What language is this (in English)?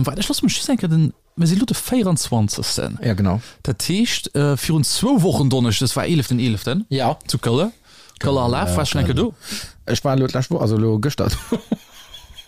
Luxembourgish